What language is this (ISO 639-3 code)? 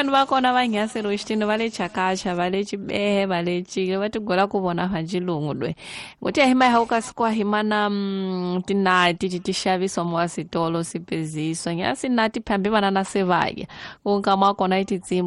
tso